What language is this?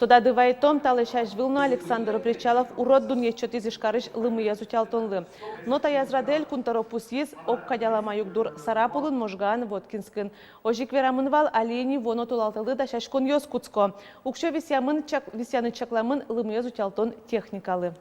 Udmurt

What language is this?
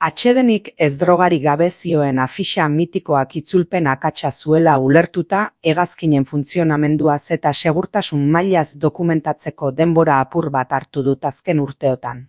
Basque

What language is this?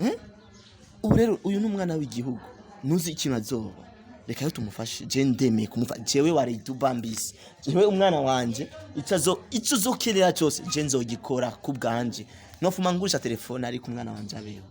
Rundi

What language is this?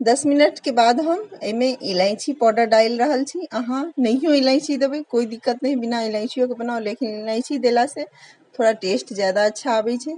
Maithili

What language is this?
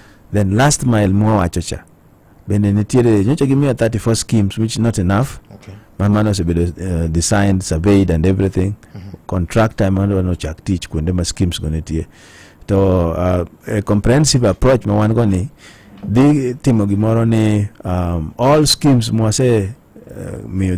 Luo (Kenya and Tanzania)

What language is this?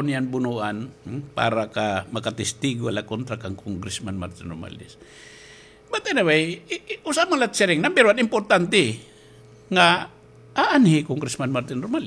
Waray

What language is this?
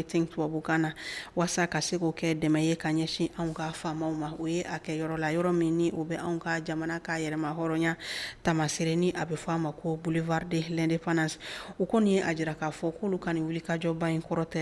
Bambara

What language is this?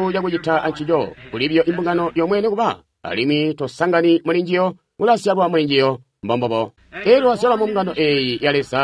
Tonga (Zambia)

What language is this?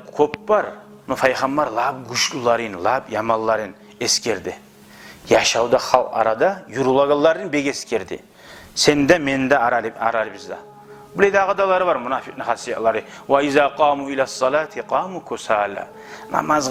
Kumyk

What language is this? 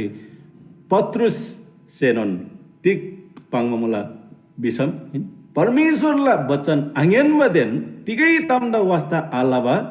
Eastern Tamang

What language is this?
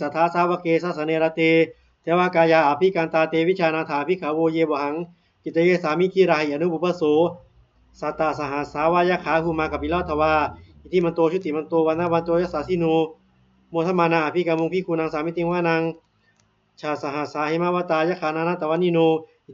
Pali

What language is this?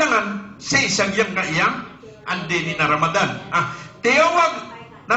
Maranao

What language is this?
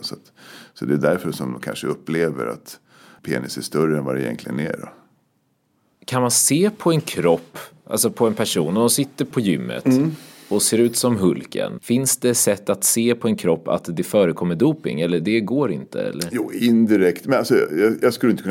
Swedish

